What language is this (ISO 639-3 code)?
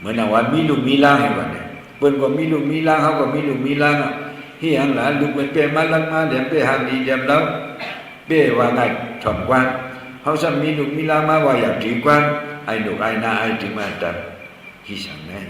shn